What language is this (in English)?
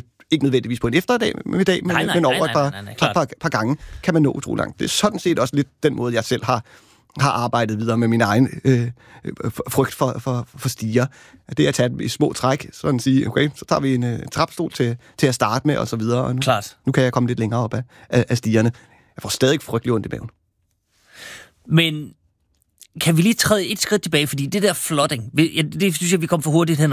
Danish